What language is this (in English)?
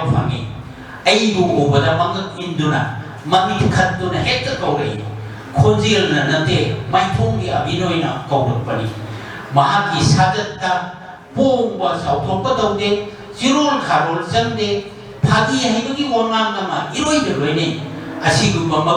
Manipuri